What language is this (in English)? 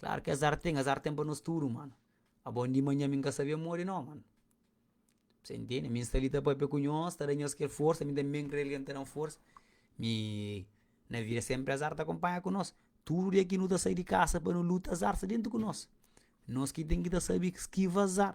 Kabuverdianu